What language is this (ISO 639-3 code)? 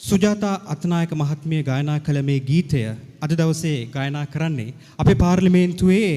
sin